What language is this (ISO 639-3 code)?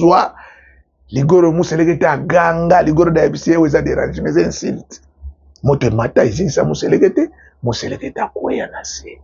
lin